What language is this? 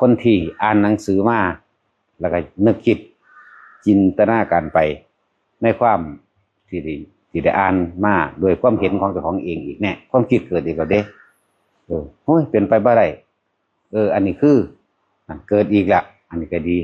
Northeastern Thai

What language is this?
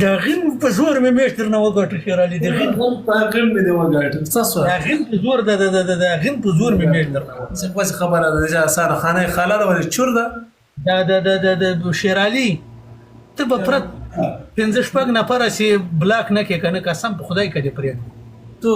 Pashto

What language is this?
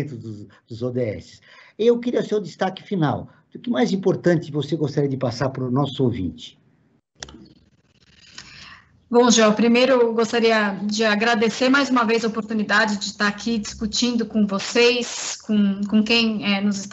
Portuguese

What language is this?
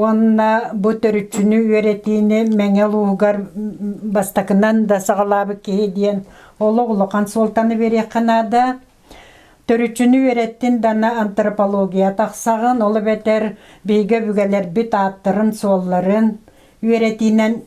Yakut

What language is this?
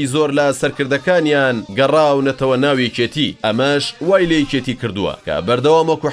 Central Kurdish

